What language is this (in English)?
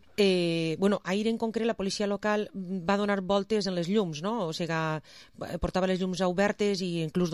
Catalan